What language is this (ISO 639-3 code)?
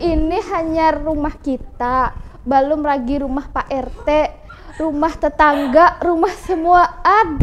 bjn